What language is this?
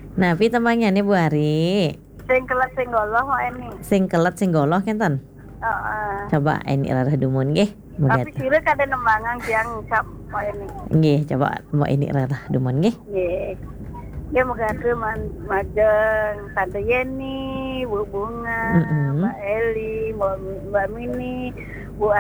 Balinese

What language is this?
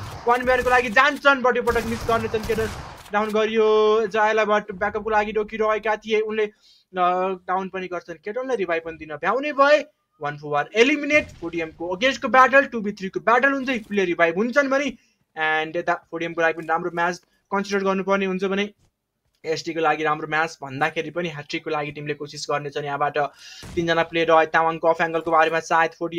Nepali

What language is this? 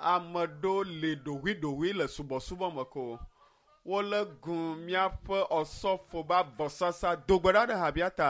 Ewe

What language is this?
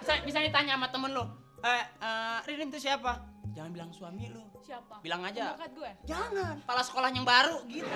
Betawi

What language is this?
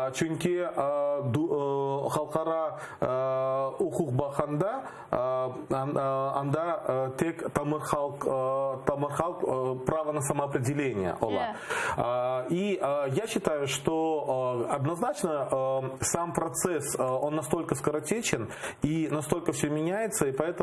Crimean Tatar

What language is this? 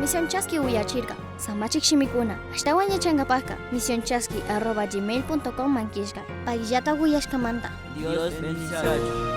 Chimborazo Highland Quichua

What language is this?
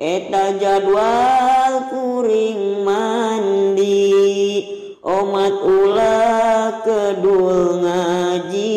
Sundanese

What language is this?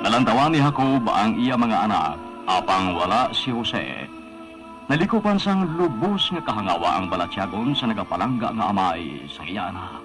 Hiligaynon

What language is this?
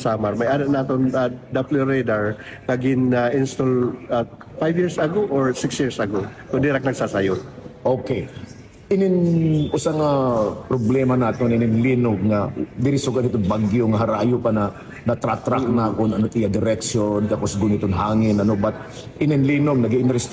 Waray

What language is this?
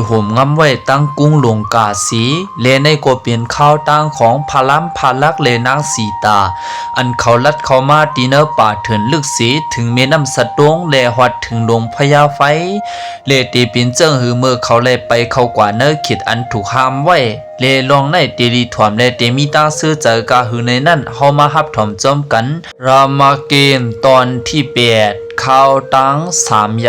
Lao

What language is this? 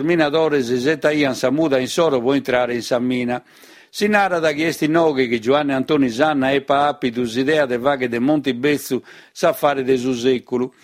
Sardinian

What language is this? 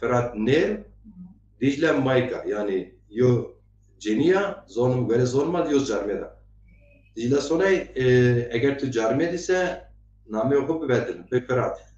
Zaza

